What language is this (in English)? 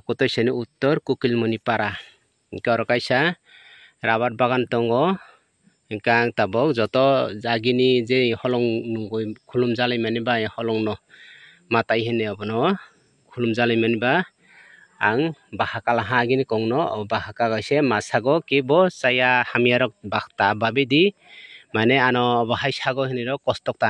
Kok Borok